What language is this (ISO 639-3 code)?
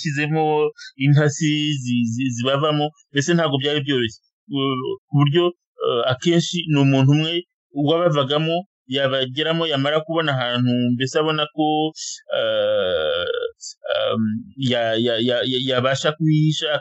kin